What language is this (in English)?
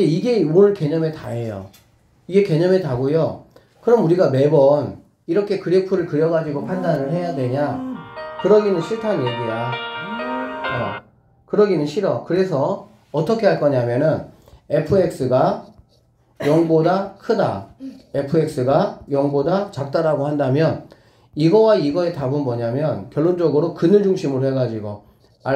Korean